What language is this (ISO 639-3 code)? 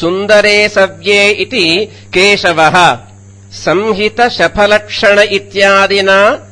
san